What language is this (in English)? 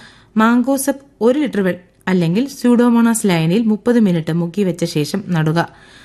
Malayalam